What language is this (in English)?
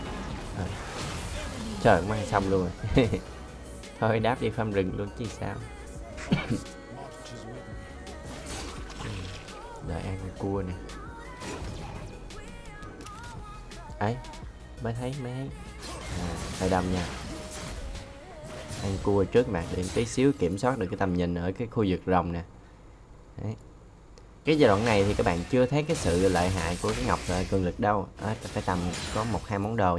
Vietnamese